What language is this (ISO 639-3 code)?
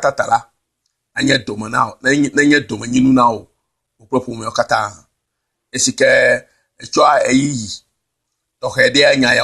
ewe